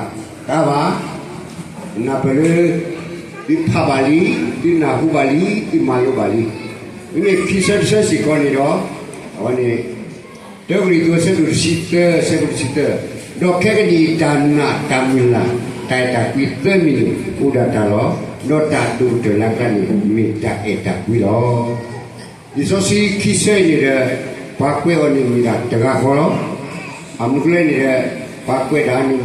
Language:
S'gaw Karen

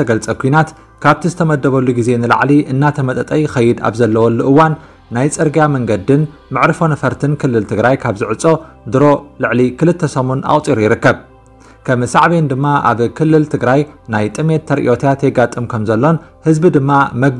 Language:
Tigrinya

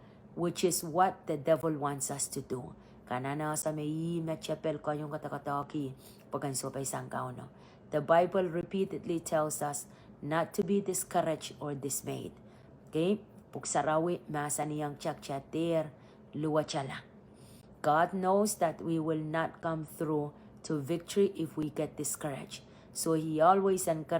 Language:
Pohnpeian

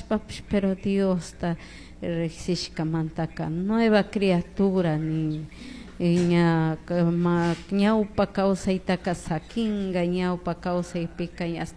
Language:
Chimborazo Highland Quichua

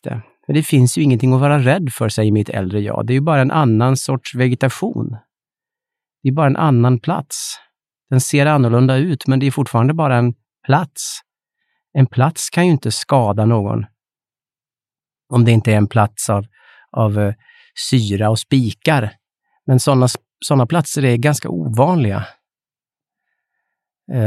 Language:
Swedish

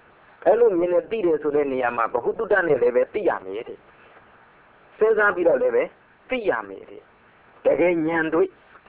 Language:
Burmese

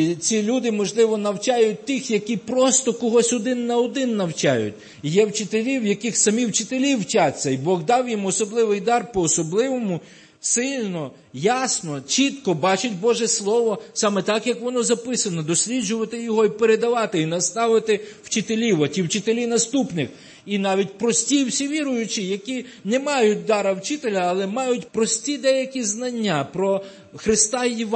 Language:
Ukrainian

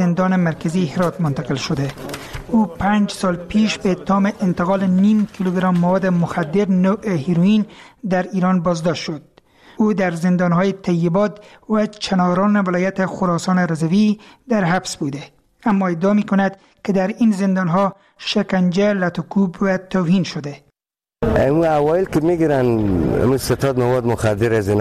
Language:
Persian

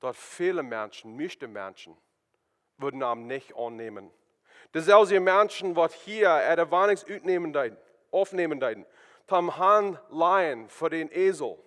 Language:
Plautdietsch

